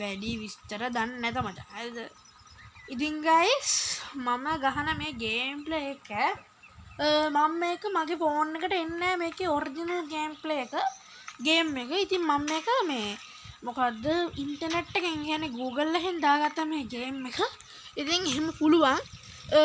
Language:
Sinhala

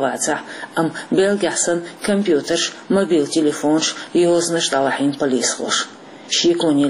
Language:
Chechen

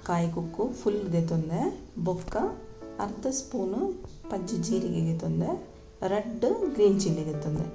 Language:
Tulu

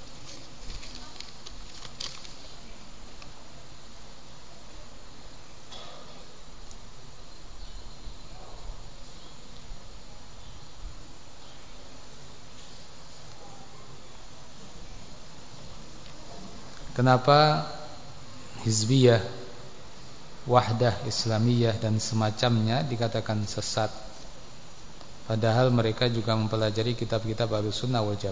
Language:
Indonesian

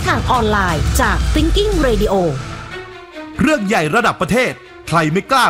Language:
Thai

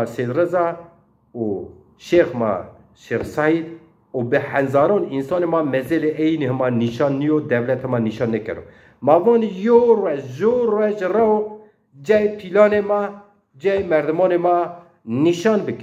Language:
Zaza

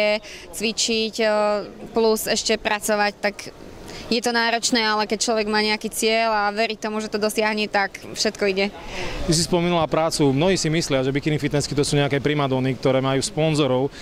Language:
Slovak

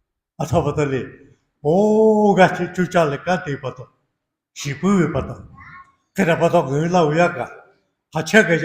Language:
Lahu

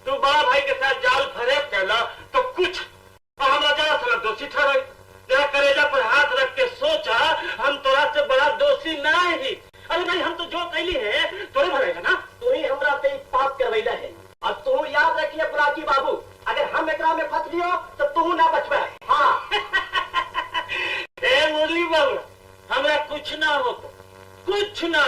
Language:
Magahi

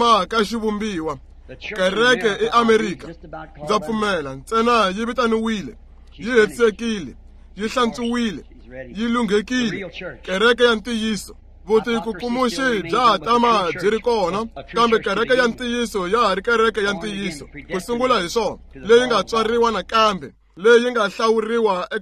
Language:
Tsonga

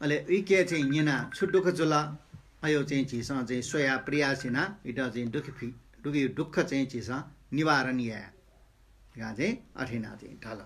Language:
Newari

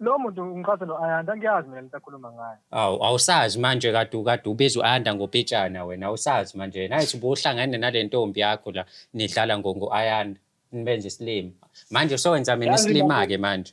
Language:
Zulu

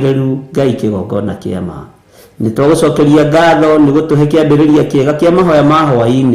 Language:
Kikuyu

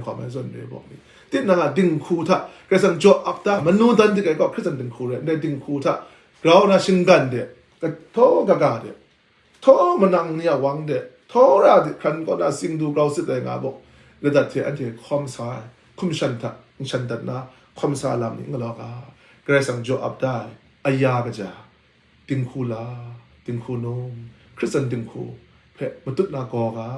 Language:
Kachin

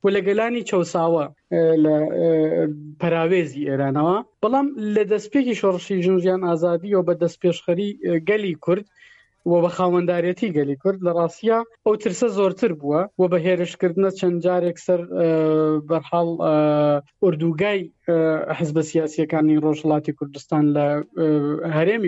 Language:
Central Kurdish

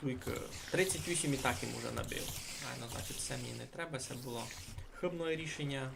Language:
Rusyn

